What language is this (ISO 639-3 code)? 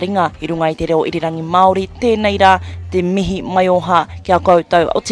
mri